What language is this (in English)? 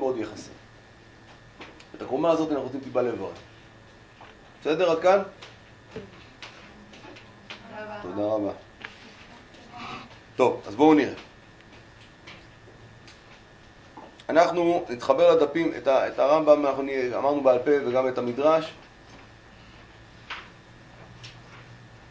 Hebrew